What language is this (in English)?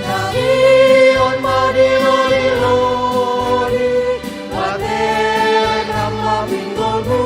Batak Simalungun